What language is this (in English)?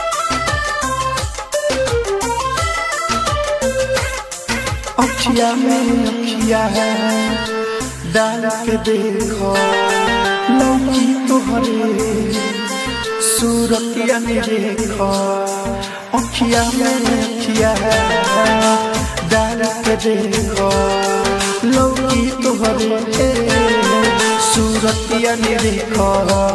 Bhojpuri